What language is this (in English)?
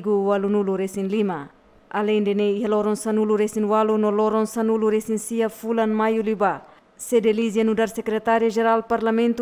Tetum